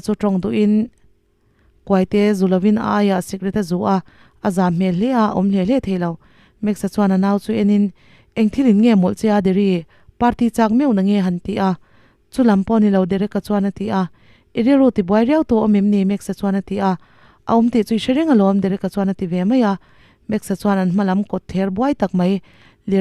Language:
Mizo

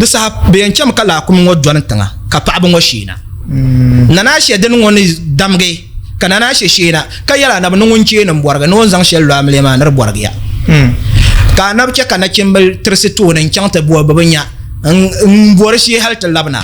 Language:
Dagbani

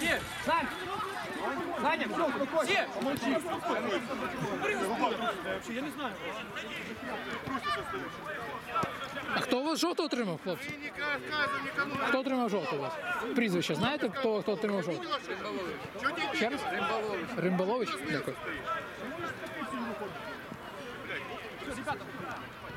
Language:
Ukrainian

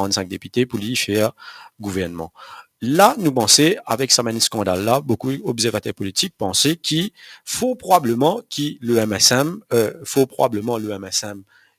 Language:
Morisyen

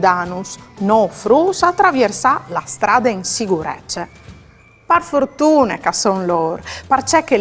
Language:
Friulian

